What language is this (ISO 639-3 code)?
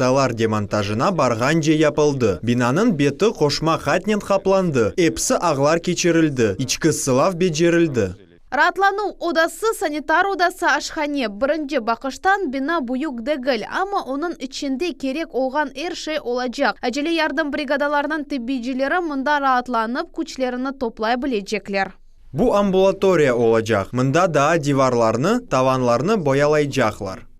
crh